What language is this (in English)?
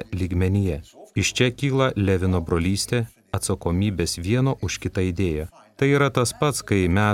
Lithuanian